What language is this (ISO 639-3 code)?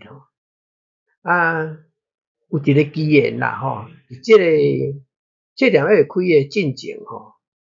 nan